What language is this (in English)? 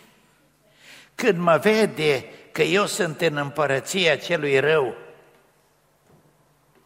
Romanian